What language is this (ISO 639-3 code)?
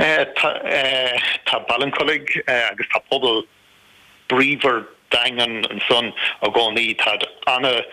gle